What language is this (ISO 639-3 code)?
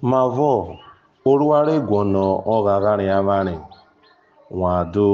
urh